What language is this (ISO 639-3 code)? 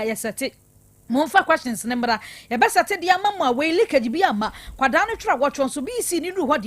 aka